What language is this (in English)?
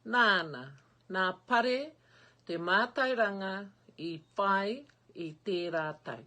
Māori